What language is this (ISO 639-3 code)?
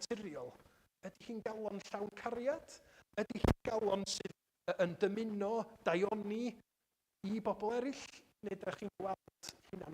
cym